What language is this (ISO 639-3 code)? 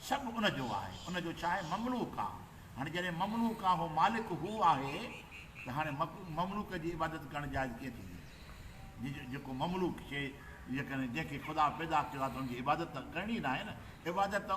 snd